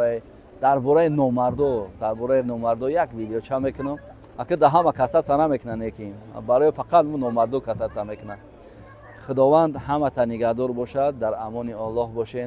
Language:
Tajik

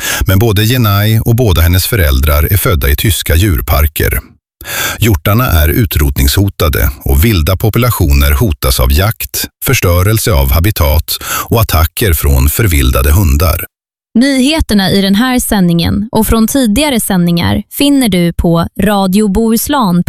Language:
Swedish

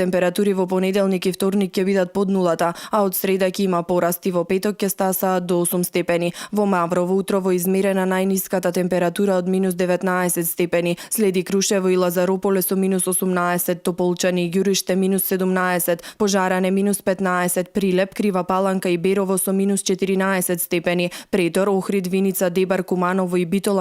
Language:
Macedonian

